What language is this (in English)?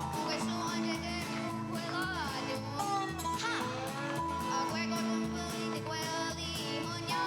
Mohawk